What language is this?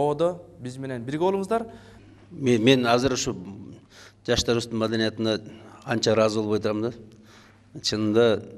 Kyrgyz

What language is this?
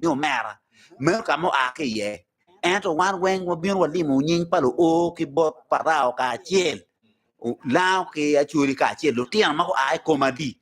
Acoli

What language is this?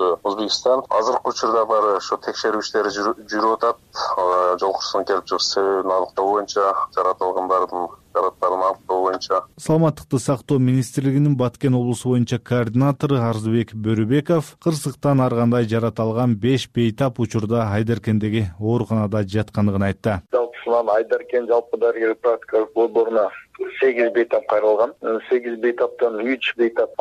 Kyrgyz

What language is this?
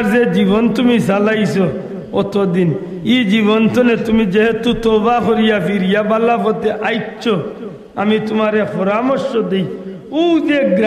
Sylheti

